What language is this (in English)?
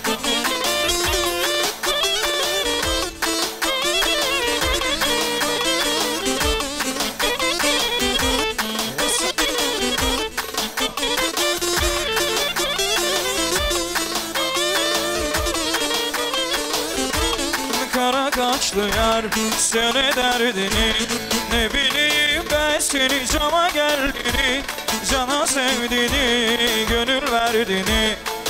Turkish